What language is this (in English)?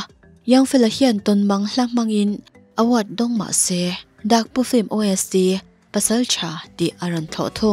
Mizo